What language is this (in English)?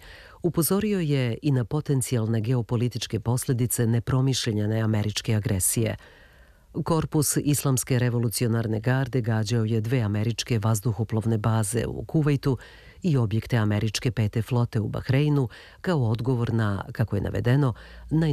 Serbian